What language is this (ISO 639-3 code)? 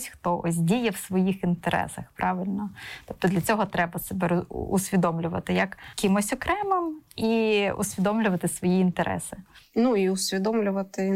ukr